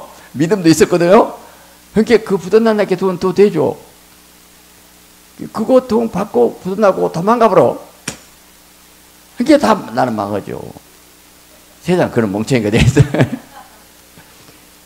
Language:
Korean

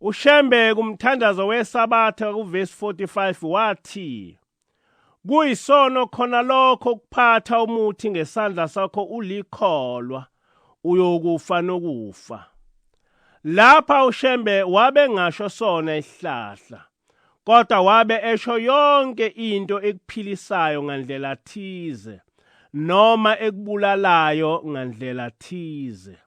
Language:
Zulu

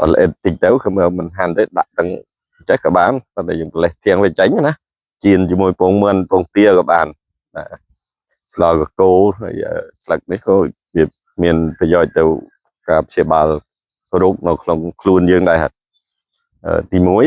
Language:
Khmer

